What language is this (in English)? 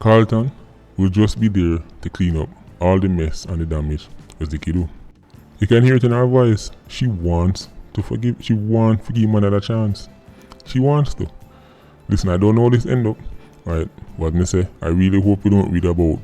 Jamaican Creole English